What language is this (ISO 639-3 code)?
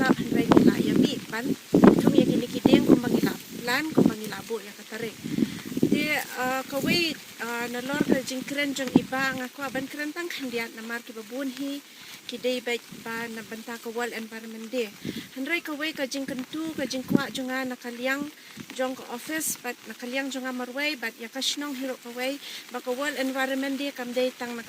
kha